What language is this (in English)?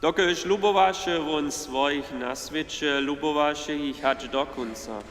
Upper Sorbian